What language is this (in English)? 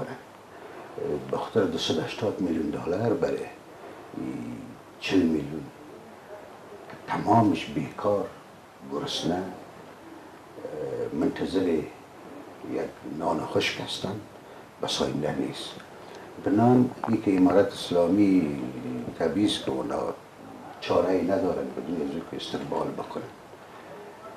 Persian